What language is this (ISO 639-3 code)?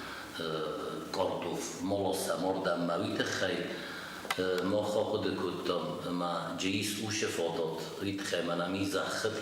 oss